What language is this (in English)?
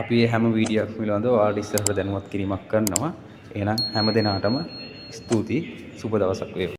Sinhala